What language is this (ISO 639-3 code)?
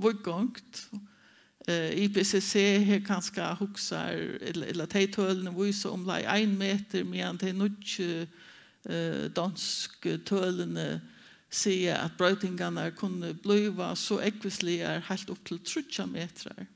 fao